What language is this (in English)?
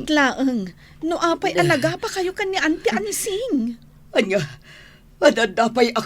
Iloko